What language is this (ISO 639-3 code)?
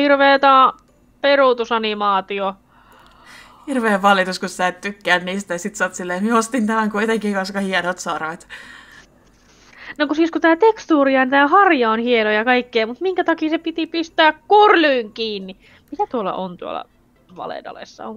fin